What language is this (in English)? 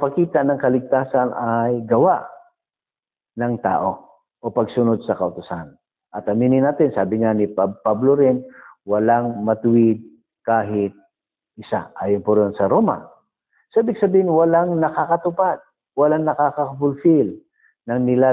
Filipino